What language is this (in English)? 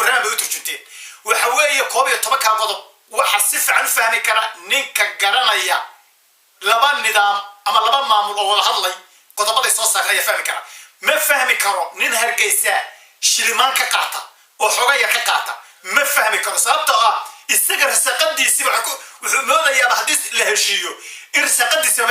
Somali